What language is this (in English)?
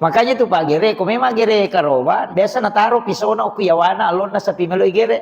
Buginese